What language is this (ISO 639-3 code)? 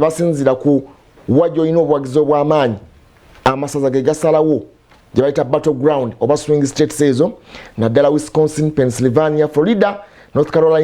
lug